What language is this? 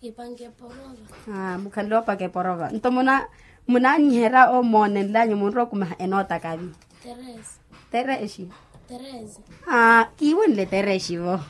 Makhuwa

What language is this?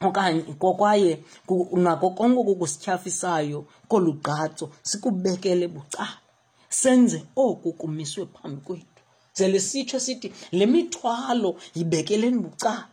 Xhosa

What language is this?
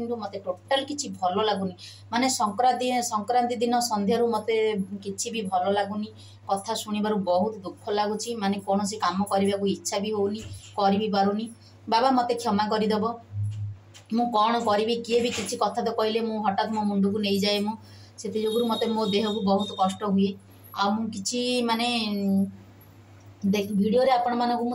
Odia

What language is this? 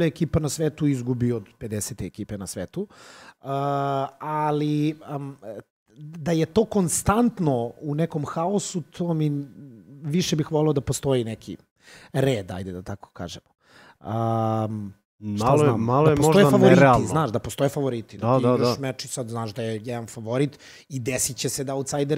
Serbian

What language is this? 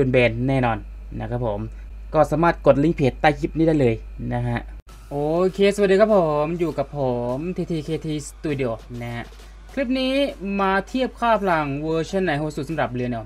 Thai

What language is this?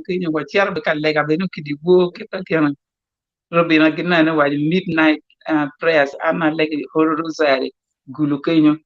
Acoli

